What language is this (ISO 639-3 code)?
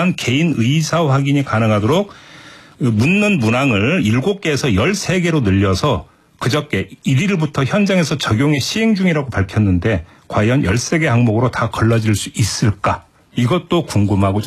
kor